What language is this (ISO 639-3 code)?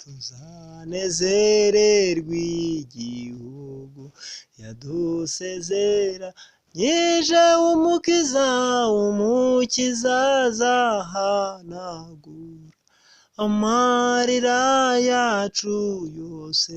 kin